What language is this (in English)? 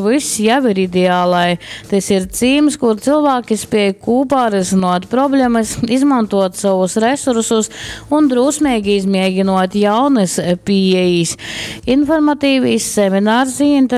Latgalian